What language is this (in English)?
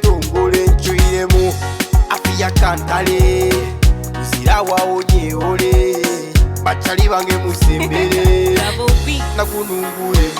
Nyoro